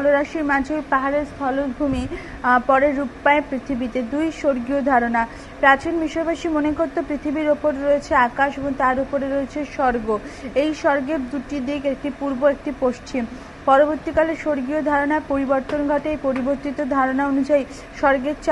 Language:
Bangla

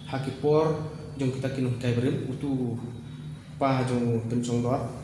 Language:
Khasi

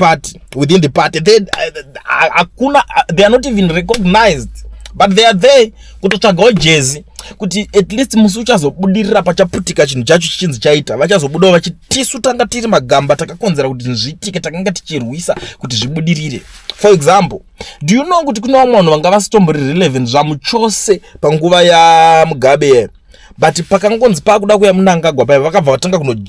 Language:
Shona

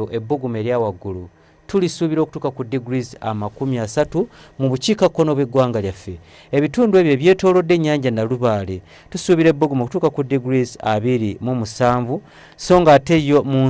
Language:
Ganda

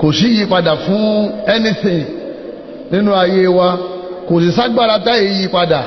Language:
Yoruba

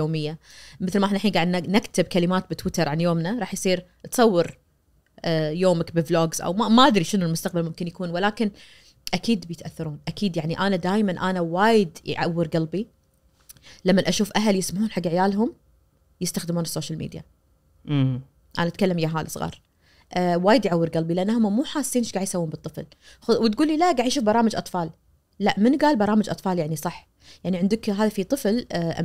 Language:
Najdi Arabic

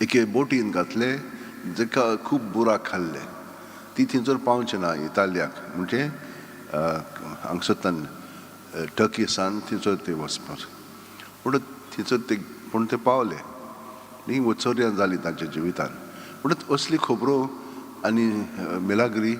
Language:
Konkani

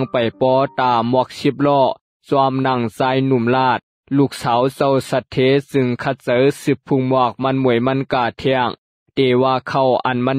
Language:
Shan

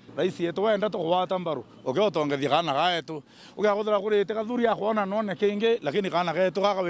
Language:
Meru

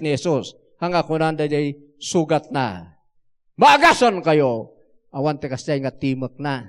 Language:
Iloko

